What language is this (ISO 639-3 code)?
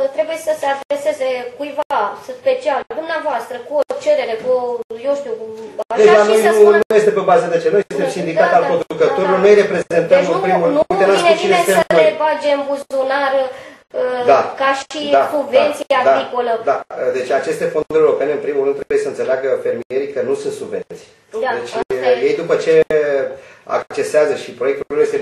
ron